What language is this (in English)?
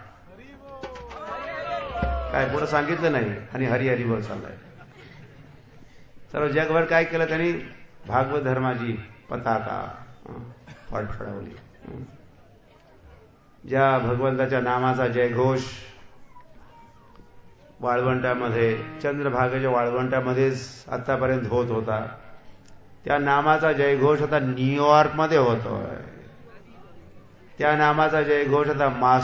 Marathi